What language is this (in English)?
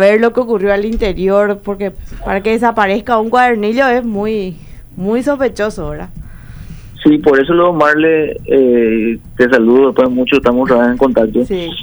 Spanish